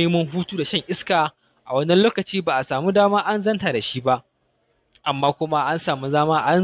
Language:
Hausa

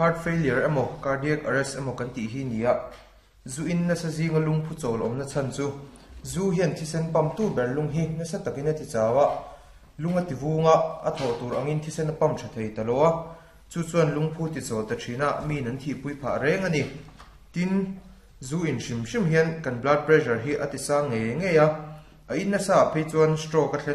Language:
Mizo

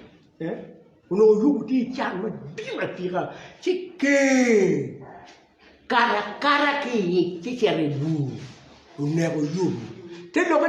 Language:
Acoli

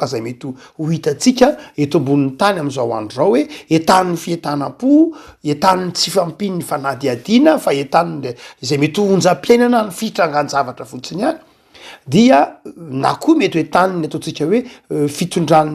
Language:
Malagasy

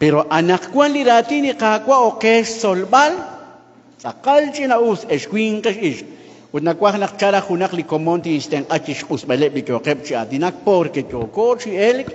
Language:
Kekchí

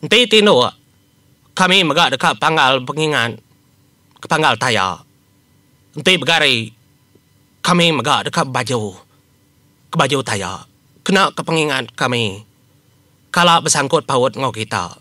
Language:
Iban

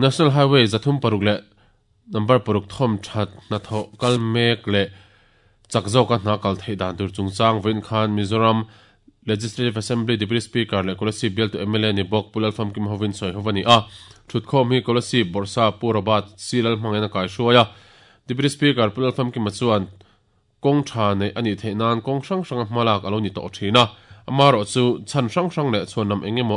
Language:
Mizo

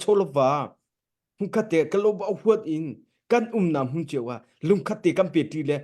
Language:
Hakha Chin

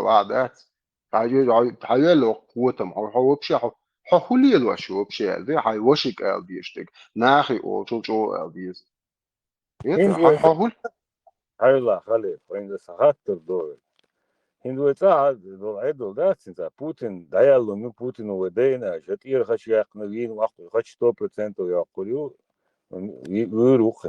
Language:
Chechen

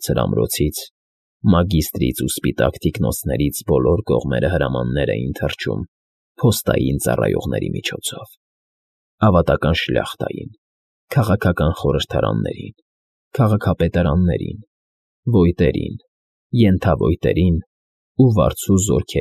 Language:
Armenian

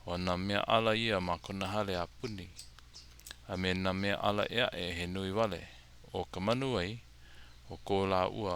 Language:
Hawaiian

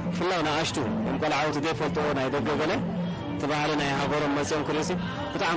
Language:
Tigrinya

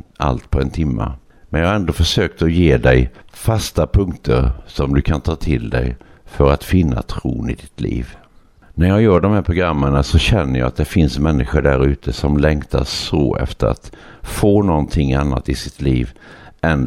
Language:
Swedish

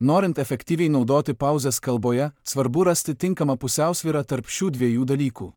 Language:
Lithuanian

